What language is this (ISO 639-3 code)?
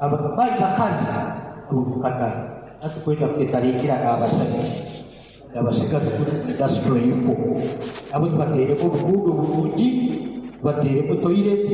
nyn